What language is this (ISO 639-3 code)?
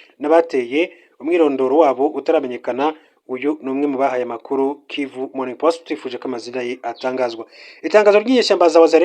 kin